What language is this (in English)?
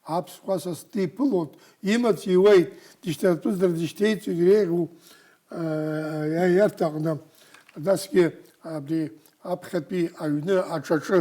Abkhazian